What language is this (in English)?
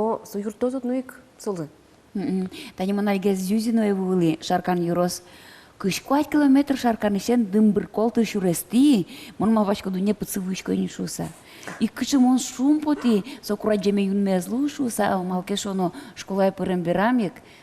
Udmurt